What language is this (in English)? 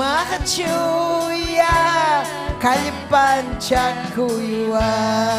Ayacucho Quechua